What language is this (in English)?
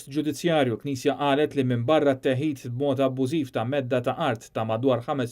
Maltese